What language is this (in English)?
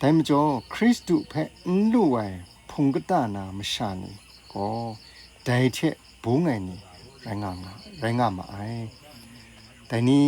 Kachin